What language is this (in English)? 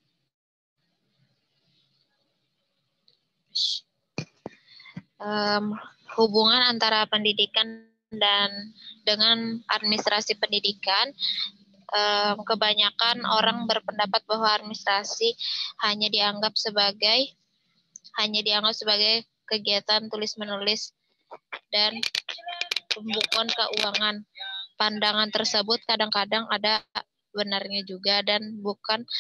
Indonesian